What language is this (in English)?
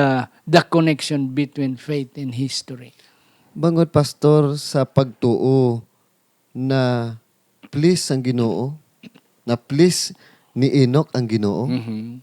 Hiligaynon